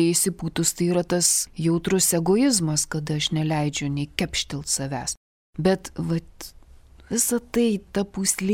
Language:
Lithuanian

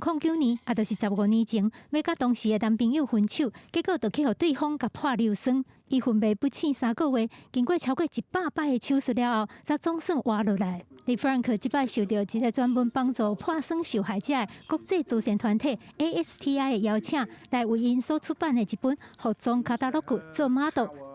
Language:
Min Nan Chinese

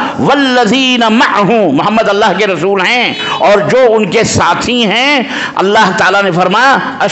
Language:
Urdu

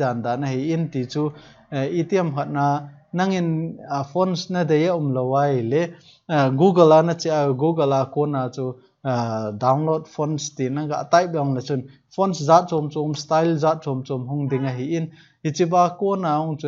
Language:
Thado Chin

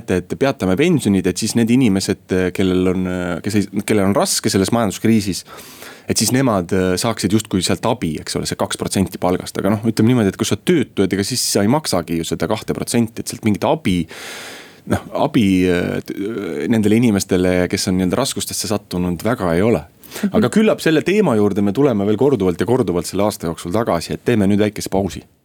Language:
Estonian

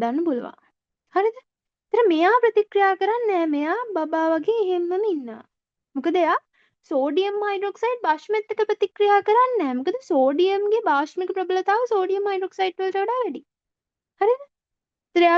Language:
Sinhala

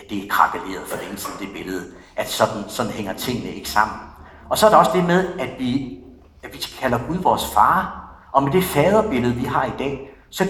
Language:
Danish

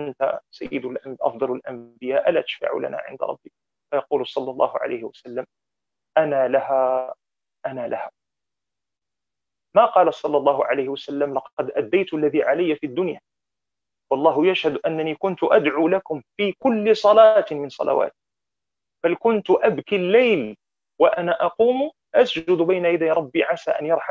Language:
Arabic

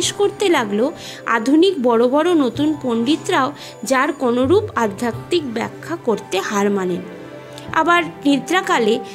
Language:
Bangla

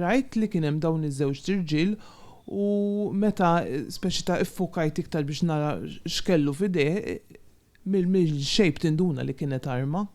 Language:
Maltese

